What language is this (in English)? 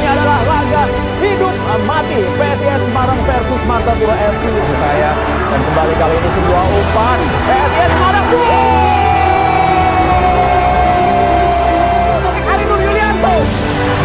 Indonesian